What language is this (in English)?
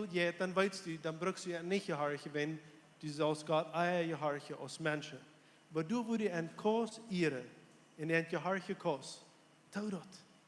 Plautdietsch